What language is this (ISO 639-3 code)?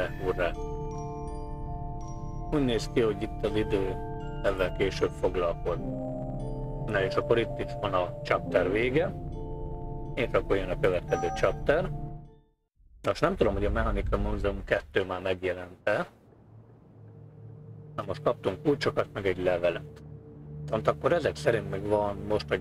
hun